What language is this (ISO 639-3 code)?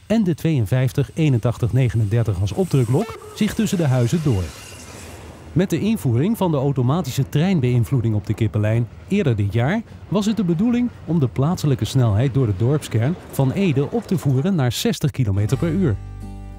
nld